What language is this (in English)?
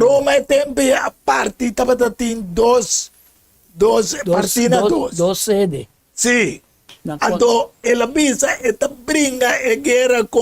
Papiamento